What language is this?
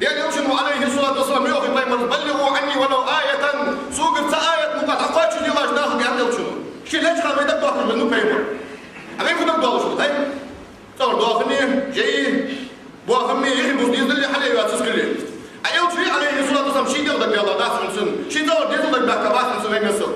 Ingush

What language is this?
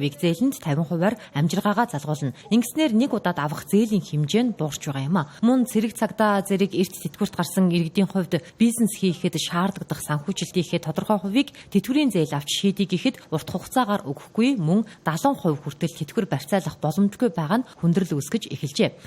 Mongolian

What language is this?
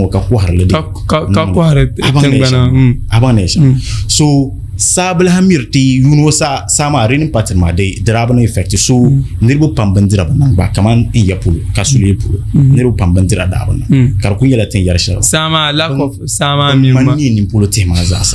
Dagbani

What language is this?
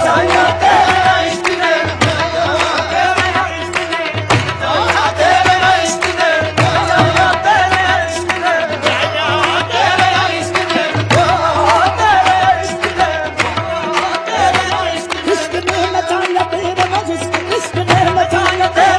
Punjabi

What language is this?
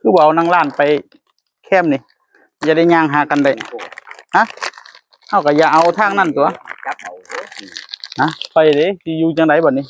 Northeastern Thai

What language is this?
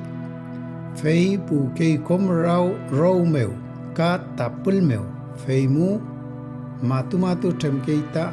Mapuche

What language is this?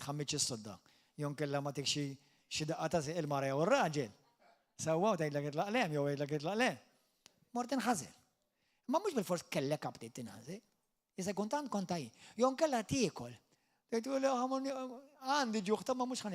Maltese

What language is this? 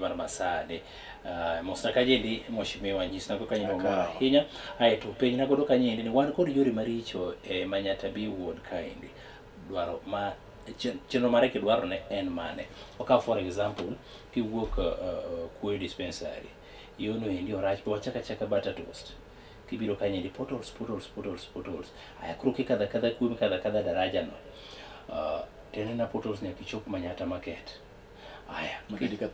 Luo (Kenya and Tanzania)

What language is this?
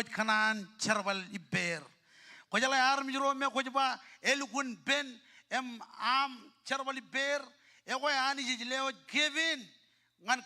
Marshallese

